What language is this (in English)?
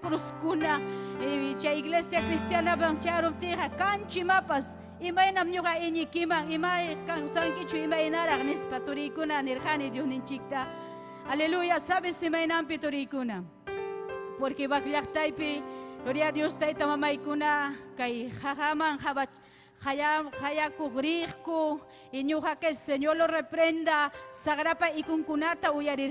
Ayacucho Quechua